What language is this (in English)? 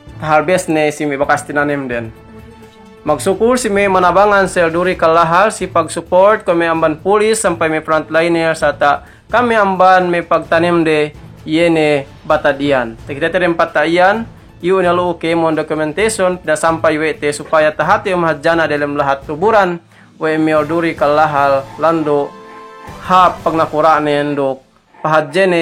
Yakan